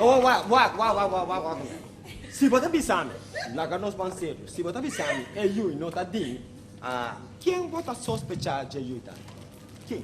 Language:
Papiamento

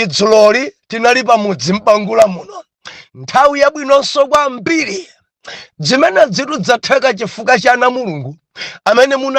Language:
Nyanja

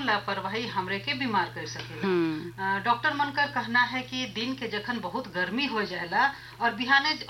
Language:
Bhojpuri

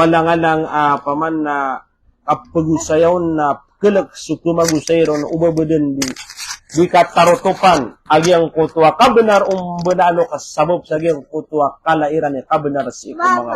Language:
Maranao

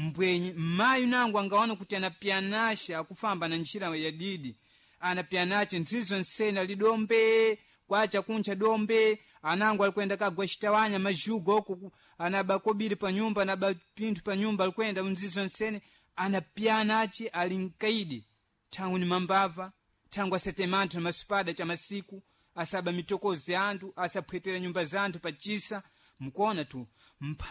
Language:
Sena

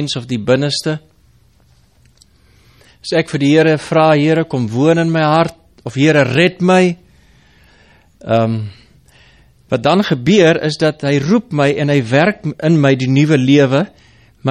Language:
Afrikaans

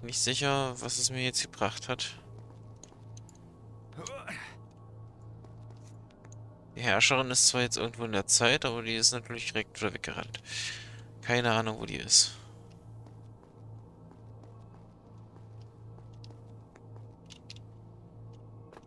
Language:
German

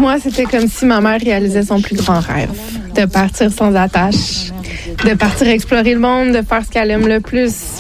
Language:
French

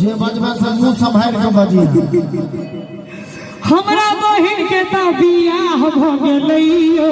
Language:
Maithili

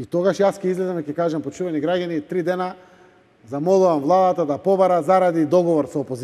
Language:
Macedonian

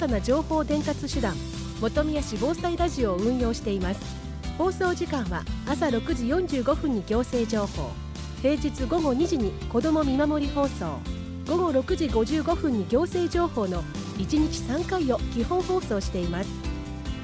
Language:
Japanese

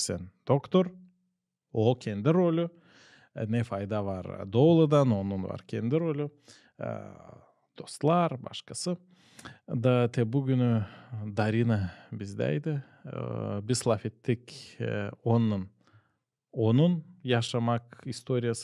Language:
Gagauz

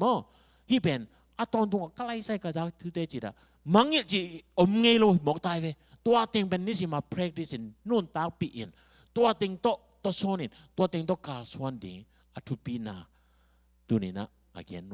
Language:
Tedim Chin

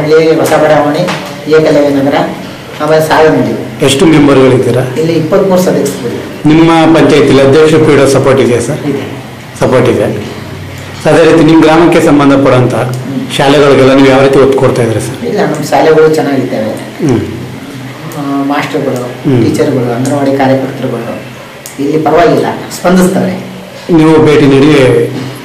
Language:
Kannada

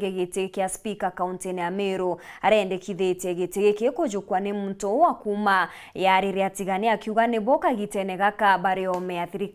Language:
Meru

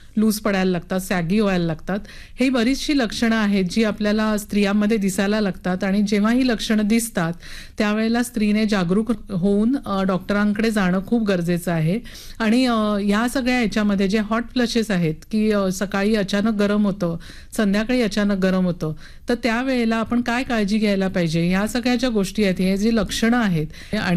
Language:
Marathi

